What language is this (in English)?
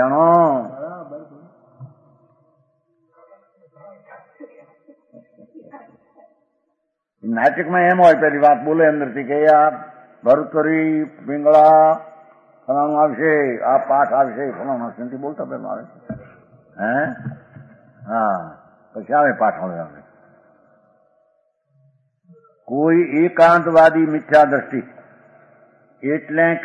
Gujarati